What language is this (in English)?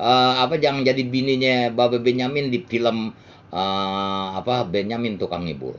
Betawi